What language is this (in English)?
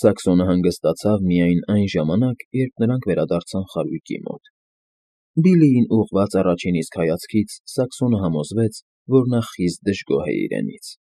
Armenian